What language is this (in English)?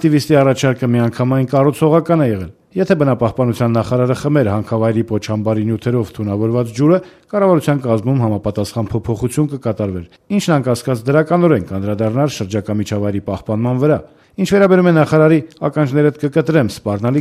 Armenian